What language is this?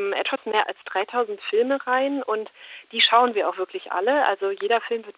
German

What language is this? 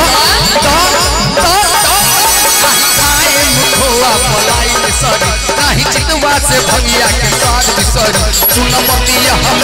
Bhojpuri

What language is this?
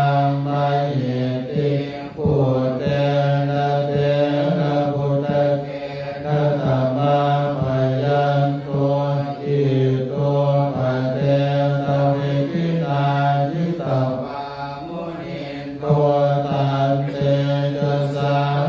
Pali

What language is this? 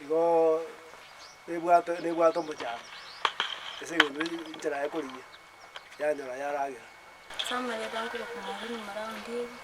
Gusii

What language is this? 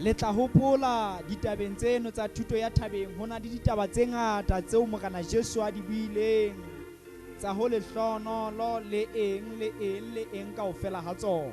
Southern Sotho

